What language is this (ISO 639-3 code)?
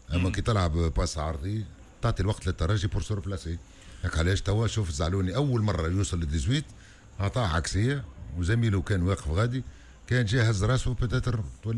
aeb